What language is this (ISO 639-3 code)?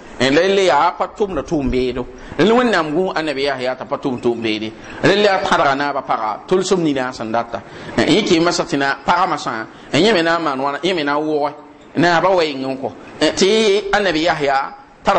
mos